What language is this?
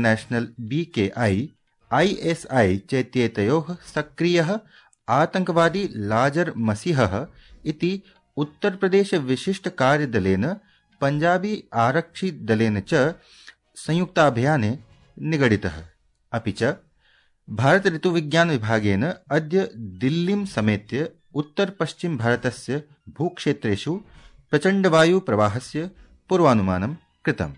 Sanskrit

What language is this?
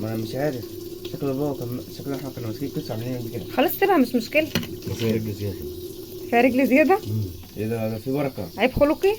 Egyptian Arabic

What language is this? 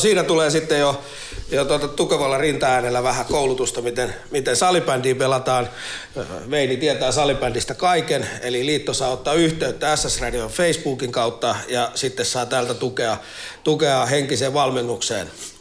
Finnish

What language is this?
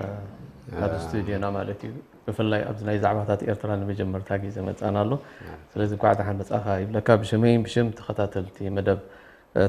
Tigrinya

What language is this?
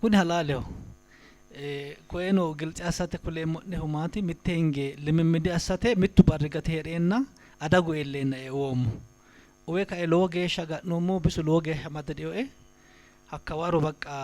Sidamo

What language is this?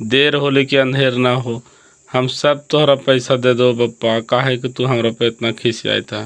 Magahi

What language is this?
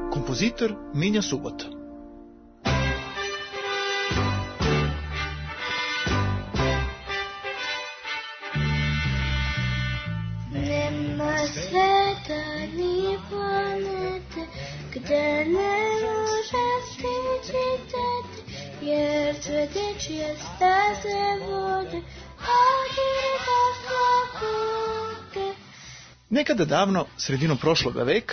Serbian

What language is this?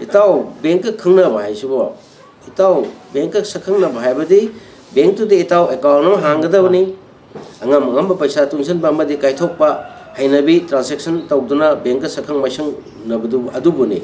Manipuri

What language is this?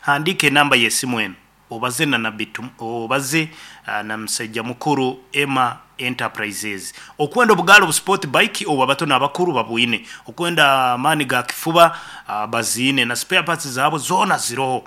Nyoro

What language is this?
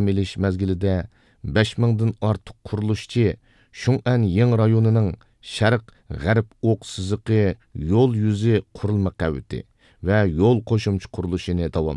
Uyghur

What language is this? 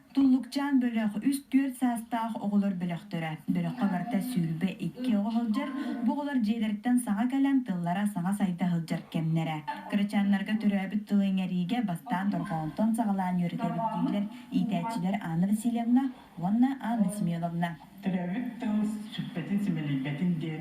Yakut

